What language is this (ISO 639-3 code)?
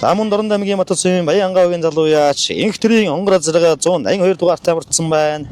mon